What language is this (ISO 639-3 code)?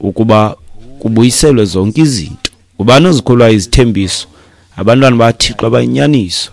xho